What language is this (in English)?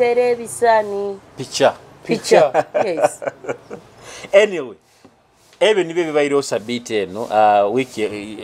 Nyoro